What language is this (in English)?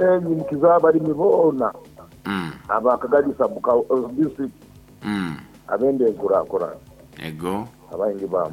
Nyoro